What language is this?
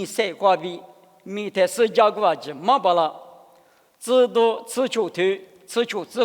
Lisu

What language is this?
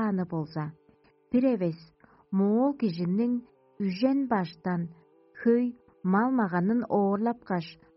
Tuvinian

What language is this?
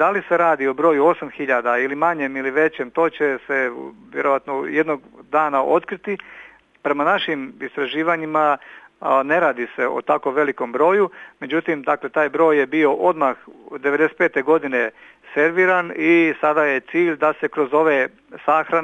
Serbian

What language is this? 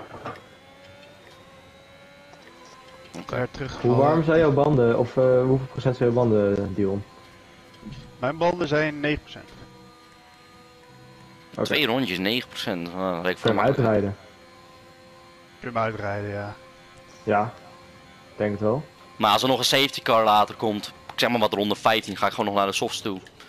Dutch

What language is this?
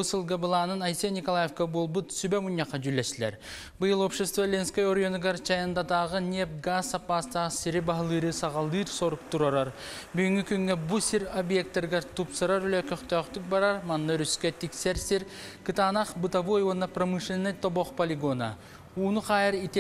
Yakut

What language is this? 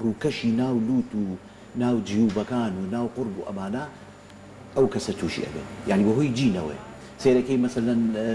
Central Kurdish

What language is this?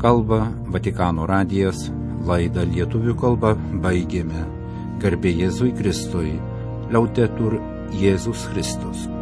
Lithuanian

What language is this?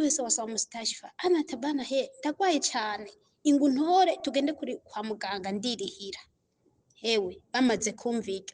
Rundi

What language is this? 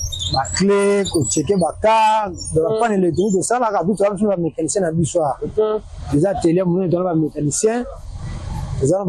Lingala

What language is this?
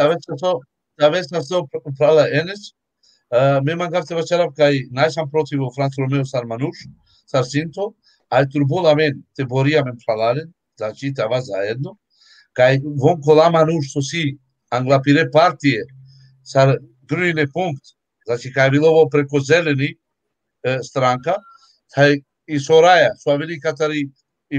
Balkan Romani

